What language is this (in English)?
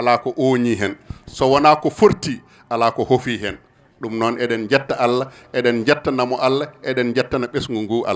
Fula